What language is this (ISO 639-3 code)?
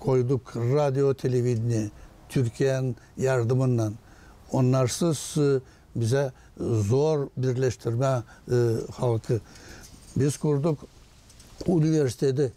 gag